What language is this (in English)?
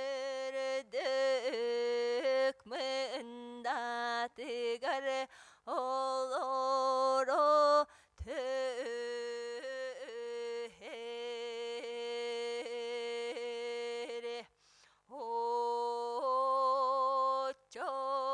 Yakut